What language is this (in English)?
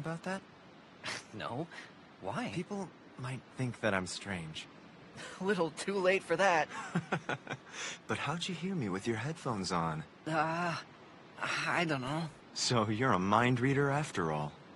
English